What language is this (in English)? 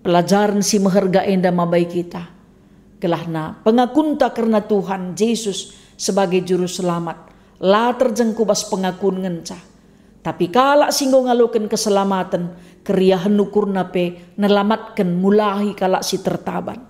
Batak Karo